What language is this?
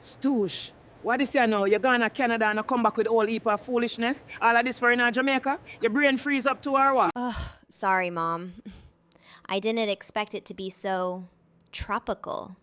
Jamaican Creole English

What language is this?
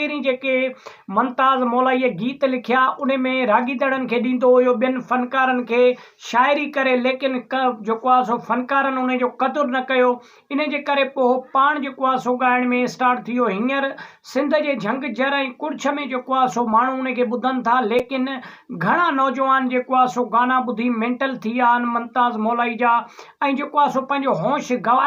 Sindhi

